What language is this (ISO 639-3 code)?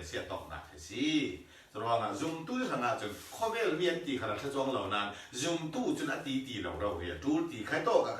cfm